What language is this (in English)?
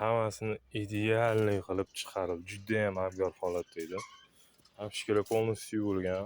Uzbek